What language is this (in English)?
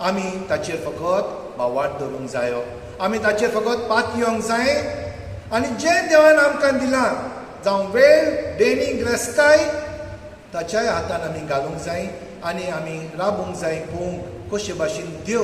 Konkani